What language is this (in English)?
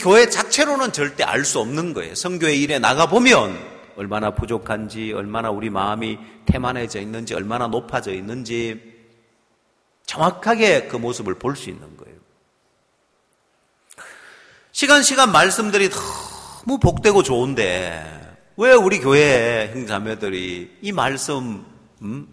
Korean